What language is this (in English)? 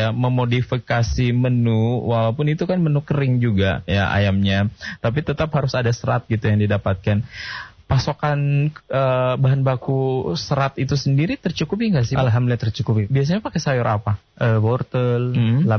Indonesian